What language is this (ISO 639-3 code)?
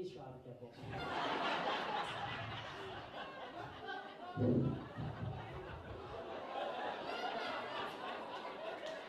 nld